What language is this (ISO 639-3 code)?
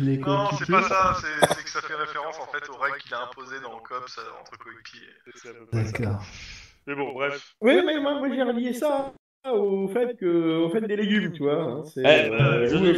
fra